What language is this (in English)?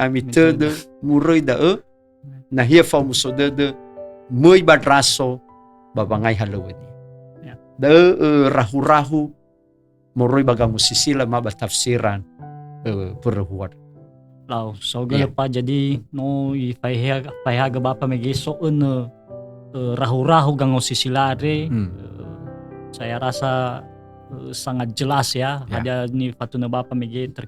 Nias